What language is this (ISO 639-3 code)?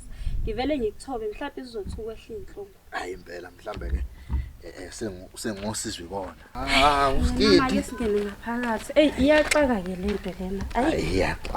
zul